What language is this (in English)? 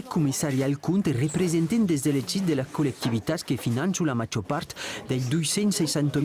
Occitan